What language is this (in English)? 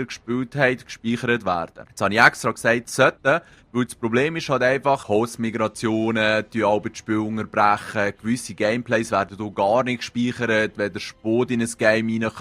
Swiss German